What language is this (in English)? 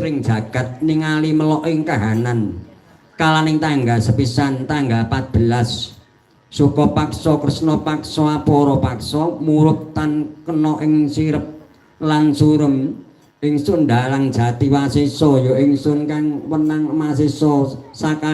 Javanese